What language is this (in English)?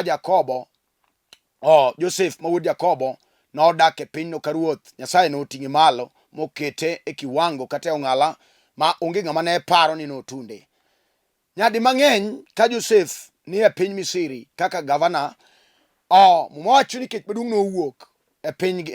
Luo (Kenya and Tanzania)